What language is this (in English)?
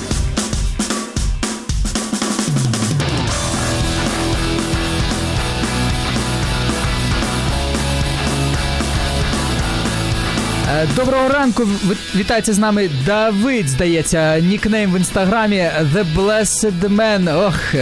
Ukrainian